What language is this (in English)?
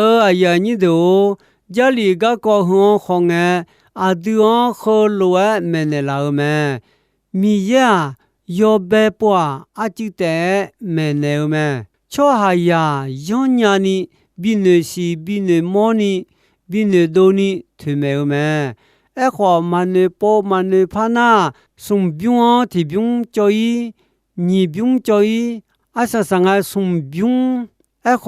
Akha